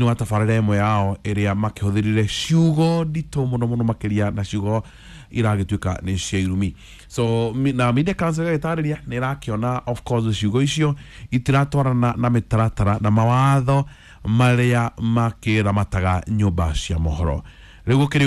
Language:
Kikuyu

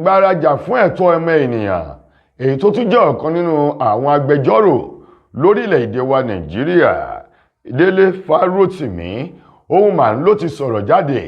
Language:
Yoruba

